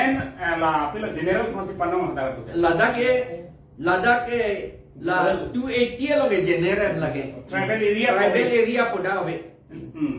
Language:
Karbi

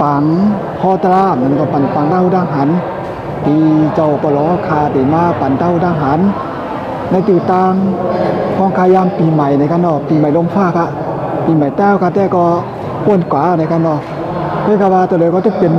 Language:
Shan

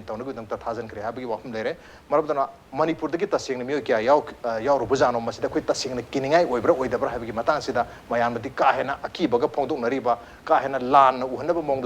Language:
Manipuri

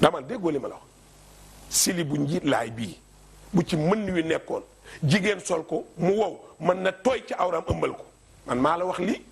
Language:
Wolof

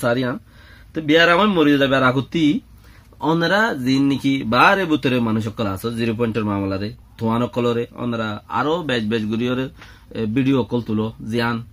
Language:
Rohingya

